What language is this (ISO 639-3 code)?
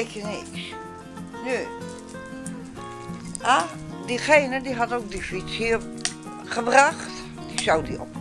nld